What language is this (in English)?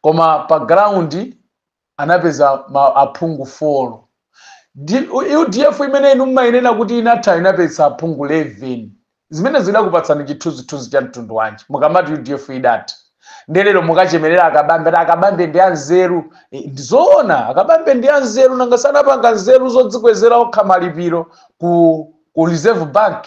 Nyanja